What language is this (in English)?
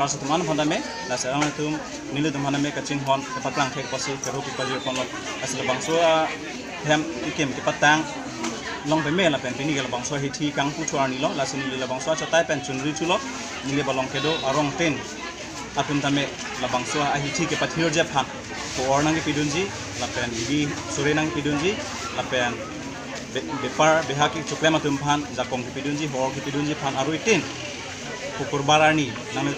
Karbi